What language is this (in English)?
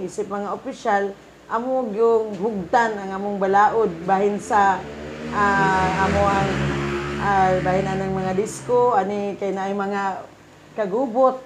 Cebuano